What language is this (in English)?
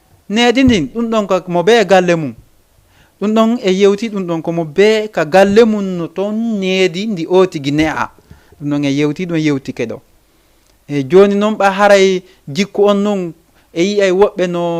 Fula